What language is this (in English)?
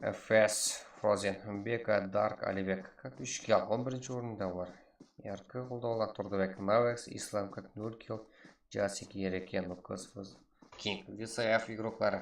Kara-Kalpak